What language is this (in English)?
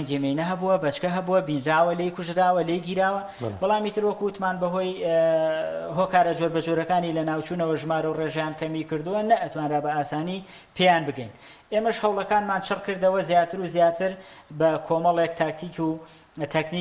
Central Kurdish